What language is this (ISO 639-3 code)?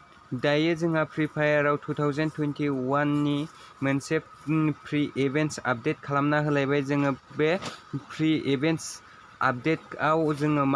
brx